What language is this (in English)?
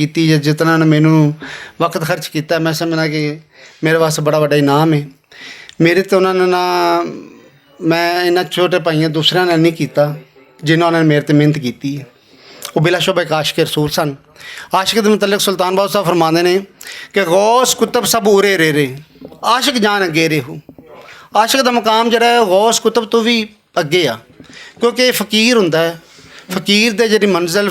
Western Panjabi